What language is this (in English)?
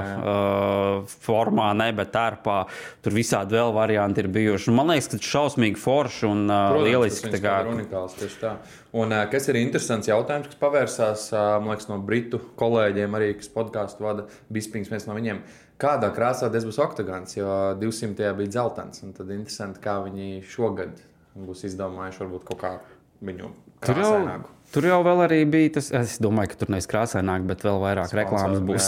Latvian